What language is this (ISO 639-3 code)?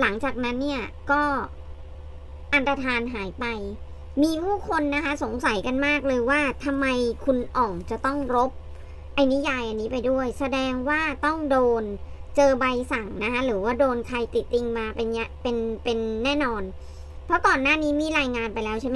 tha